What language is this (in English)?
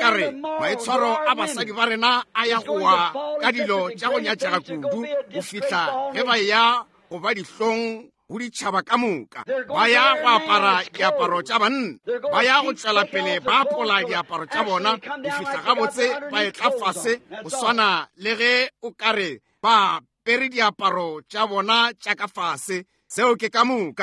Northern Sotho